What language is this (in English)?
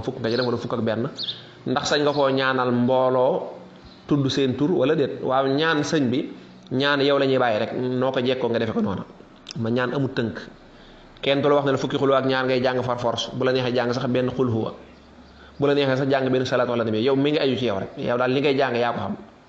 Wolof